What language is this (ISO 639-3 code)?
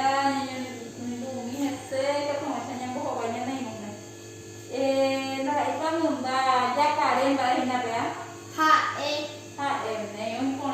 grn